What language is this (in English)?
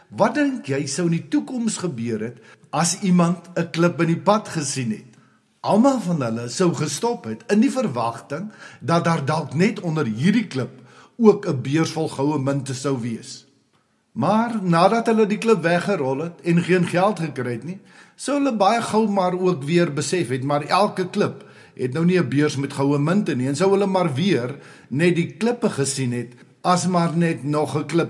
Afrikaans